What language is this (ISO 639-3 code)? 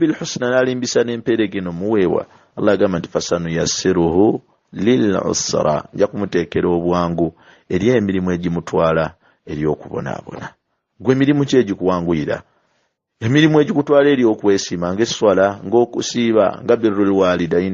lug